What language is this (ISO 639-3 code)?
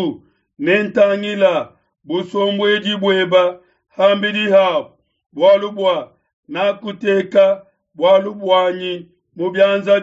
lua